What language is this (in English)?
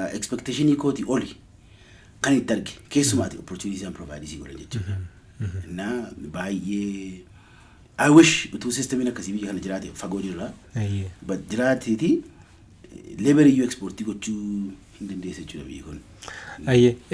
Oromo